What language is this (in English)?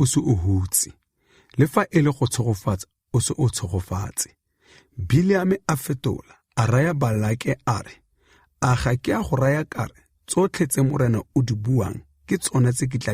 Tswana